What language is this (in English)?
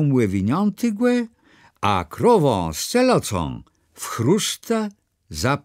Kashubian